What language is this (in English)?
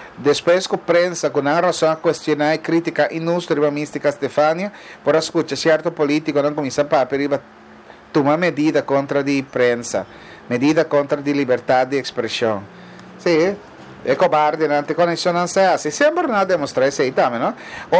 Papiamento